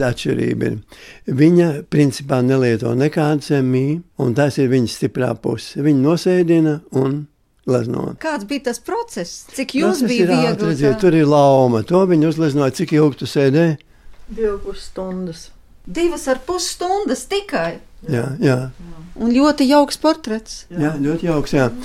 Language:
Latvian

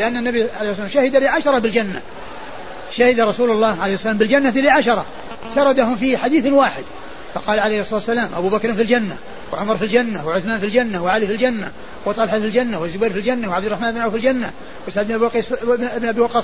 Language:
Arabic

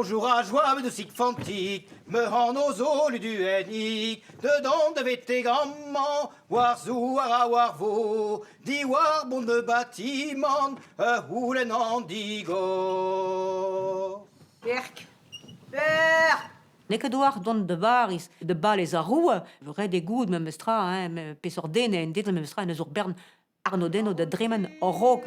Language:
Breton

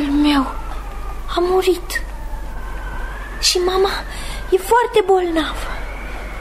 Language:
Romanian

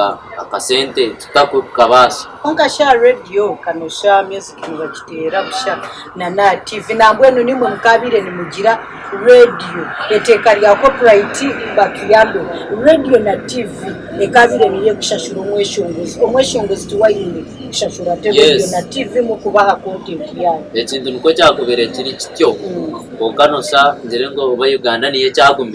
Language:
Nyankole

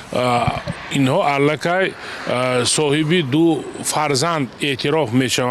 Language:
Tajik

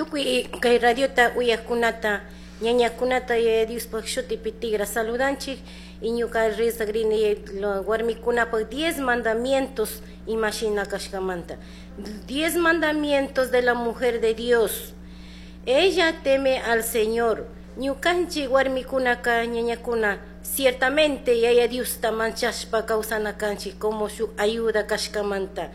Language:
Chimborazo Highland Quichua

